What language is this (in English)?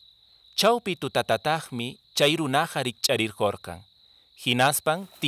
Quechua